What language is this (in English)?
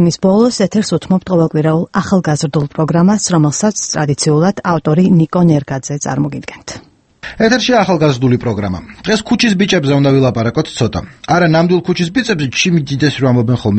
Georgian